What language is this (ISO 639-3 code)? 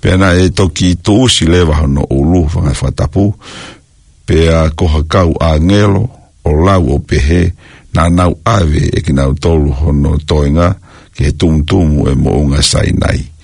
ton